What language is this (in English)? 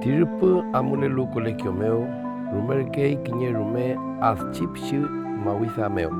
Mapuche